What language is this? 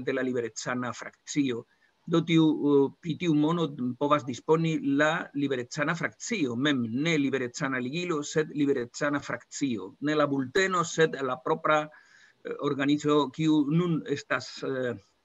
Esperanto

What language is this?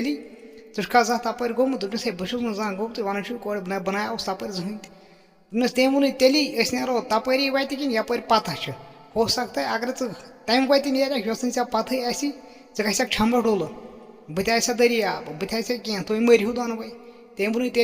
Kashmiri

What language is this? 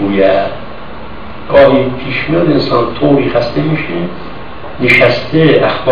Persian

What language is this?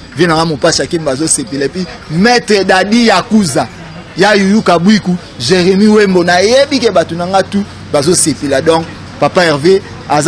Lingala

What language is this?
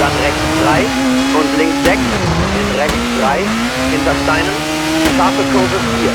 Bavarian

